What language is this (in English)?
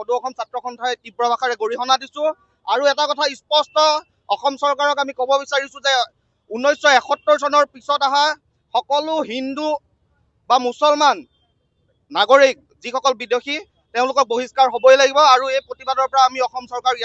Assamese